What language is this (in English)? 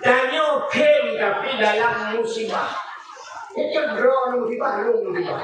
Achinese